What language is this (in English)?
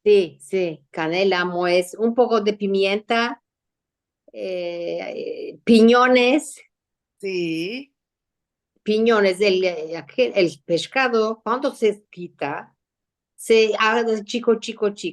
Ladino